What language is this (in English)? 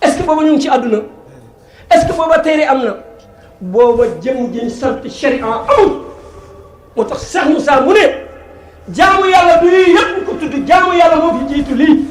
Wolof